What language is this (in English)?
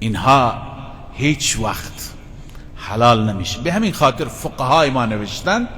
Persian